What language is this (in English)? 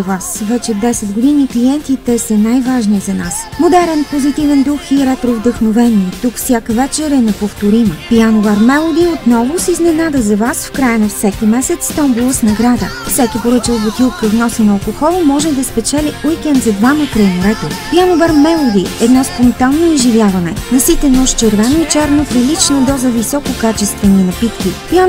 Bulgarian